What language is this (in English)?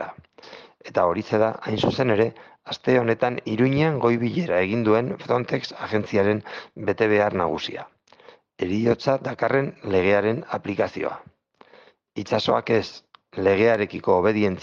Basque